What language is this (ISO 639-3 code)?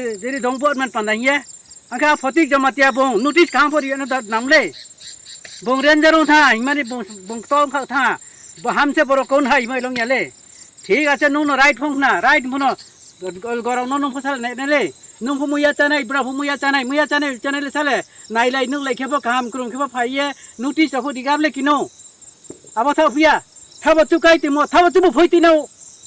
ria